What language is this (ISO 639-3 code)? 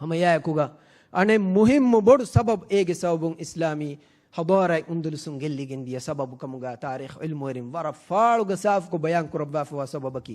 div